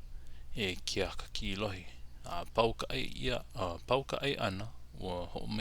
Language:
Hawaiian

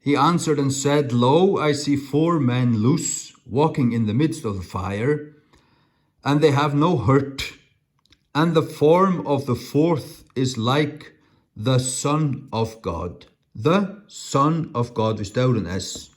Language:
Faroese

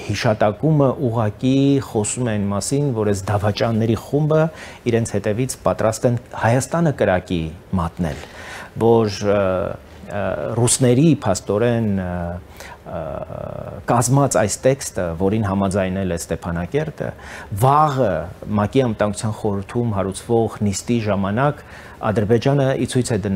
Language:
Armenian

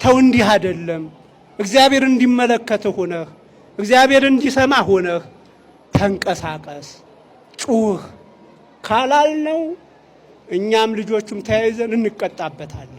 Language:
Amharic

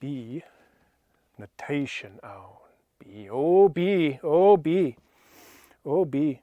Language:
Scottish Gaelic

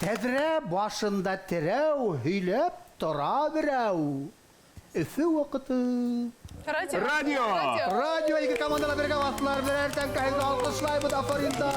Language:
Bashkir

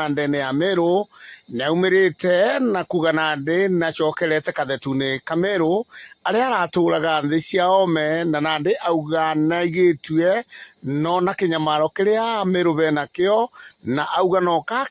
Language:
Meru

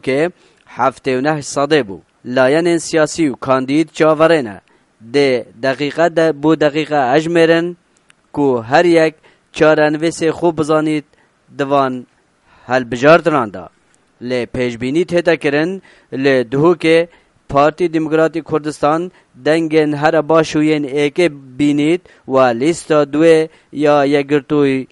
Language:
Kurdish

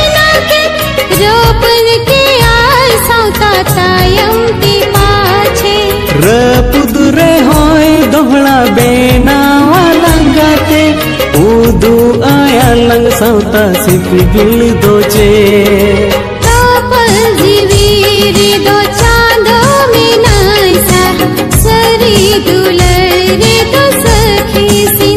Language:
Santali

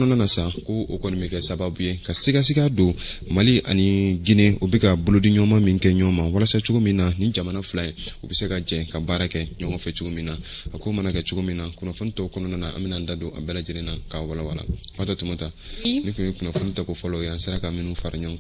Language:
Bambara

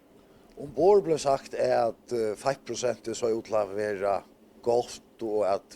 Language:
Faroese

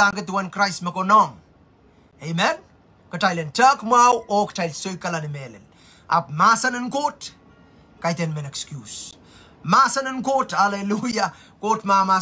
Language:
Pohnpeian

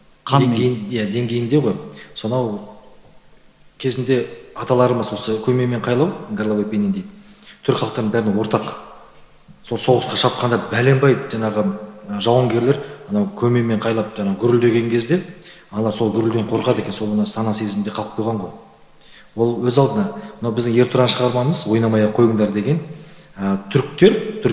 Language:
Kazakh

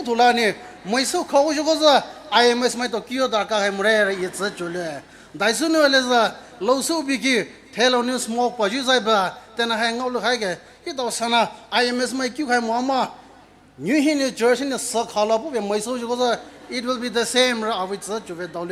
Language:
Poumei Naga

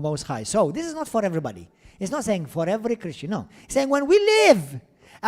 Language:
English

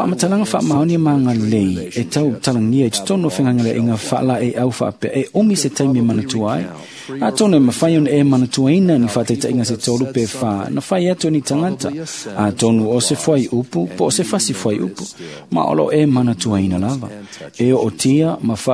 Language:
Samoan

